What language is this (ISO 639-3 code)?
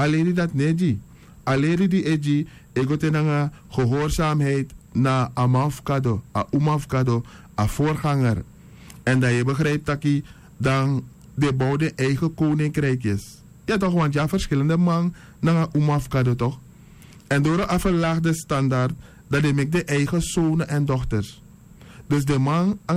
srn